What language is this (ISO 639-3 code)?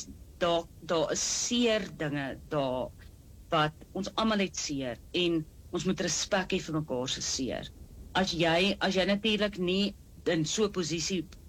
afr